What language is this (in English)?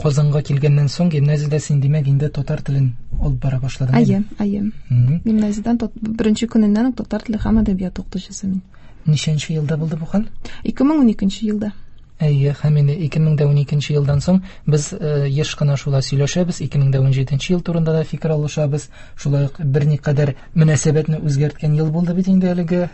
Tatar